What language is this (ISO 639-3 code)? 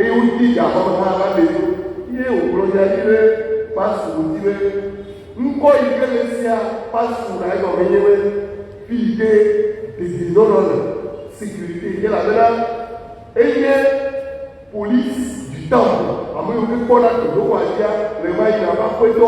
ewe